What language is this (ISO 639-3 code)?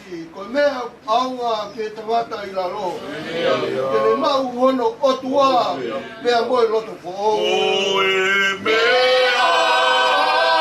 ton